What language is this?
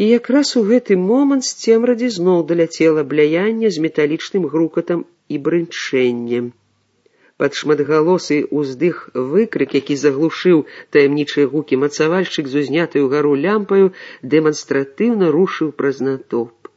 Belarusian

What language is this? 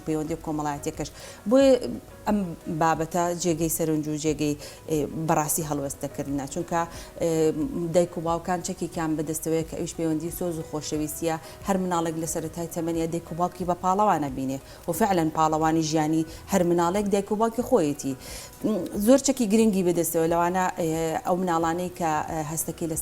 Central Kurdish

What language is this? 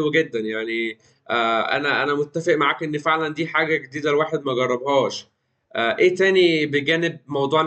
Egyptian Arabic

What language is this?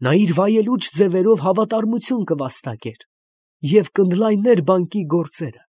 Armenian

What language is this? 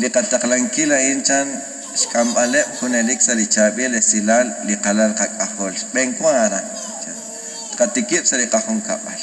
Kekchí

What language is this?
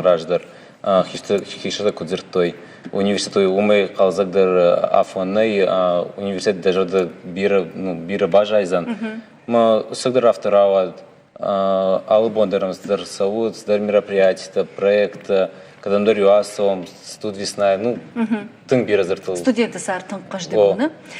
Ossetic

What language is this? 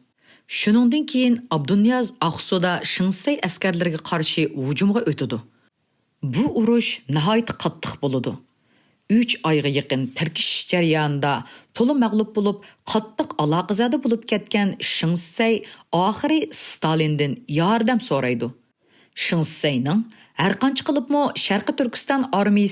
Uyghur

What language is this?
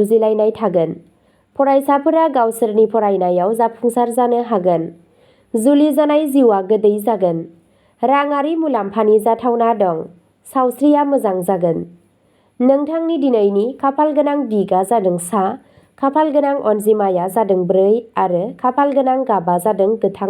Bodo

